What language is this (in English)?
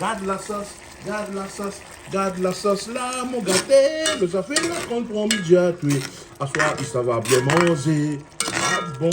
Réunion Creole French